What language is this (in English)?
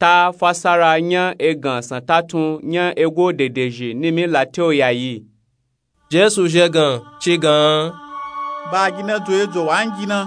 Nupe-Nupe-Tako